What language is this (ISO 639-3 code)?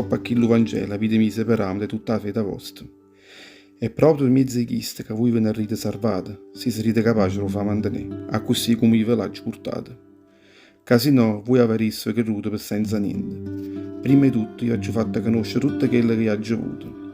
nap